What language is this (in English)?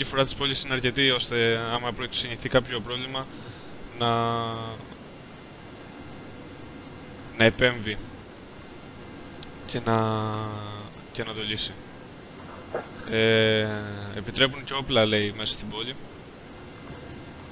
Greek